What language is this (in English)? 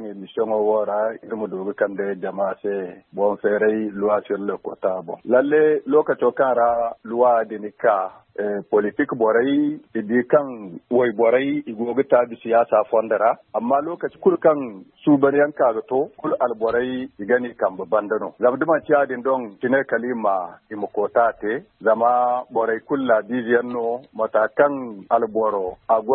Zarma